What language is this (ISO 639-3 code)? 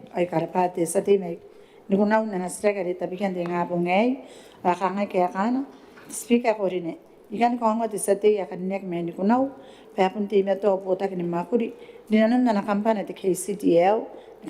gil